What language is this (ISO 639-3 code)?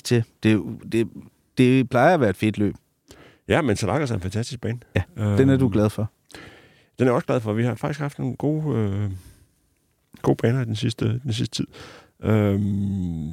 dan